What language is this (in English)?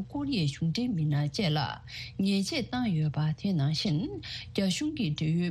Tibetan